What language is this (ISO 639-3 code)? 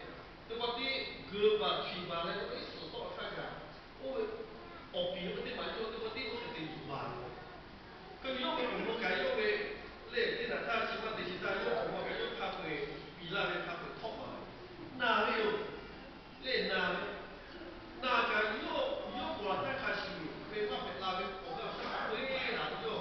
lhu